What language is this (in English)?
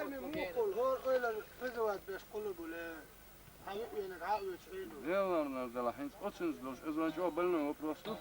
Chechen